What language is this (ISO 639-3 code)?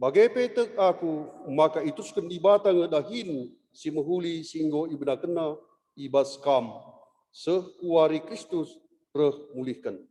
btx